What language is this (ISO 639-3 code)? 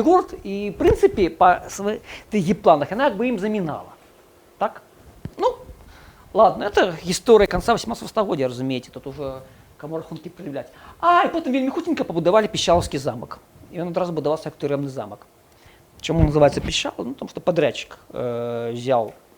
bel